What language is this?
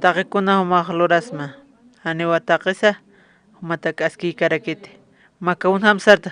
Aymara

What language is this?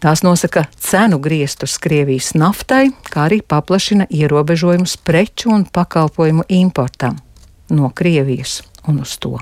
Latvian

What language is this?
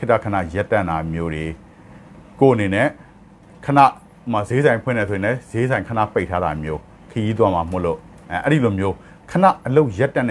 Burmese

